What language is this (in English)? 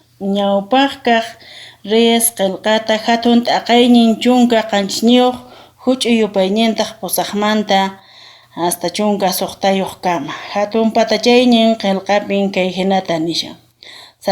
Quechua